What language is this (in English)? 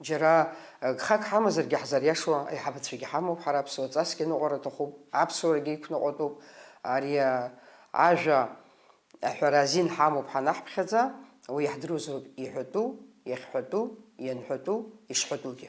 Abkhazian